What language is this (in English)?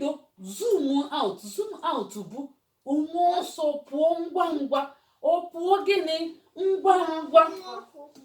Igbo